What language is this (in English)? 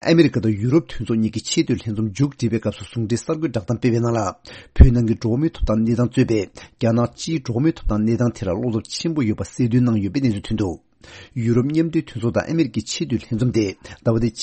Tibetan